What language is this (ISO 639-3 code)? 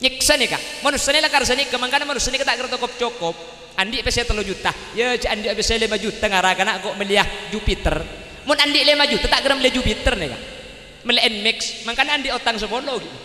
mad